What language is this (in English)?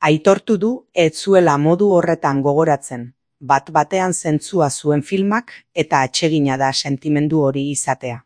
Basque